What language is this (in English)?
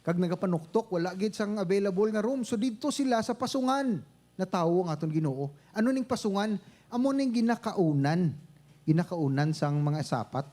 Hiligaynon